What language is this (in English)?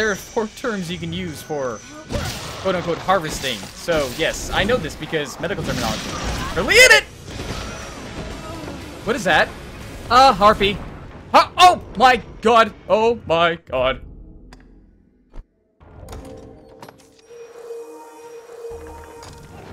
English